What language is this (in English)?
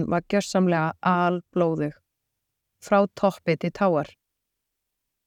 Icelandic